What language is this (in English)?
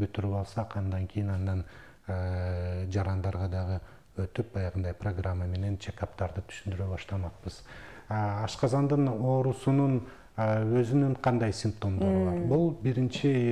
Kyrgyz